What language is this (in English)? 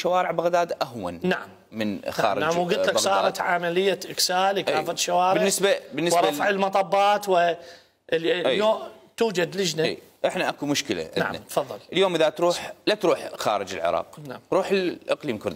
Mesopotamian Arabic